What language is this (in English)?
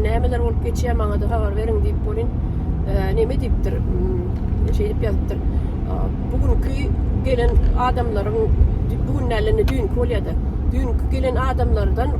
Turkmen